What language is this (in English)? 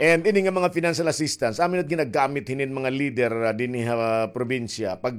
Waray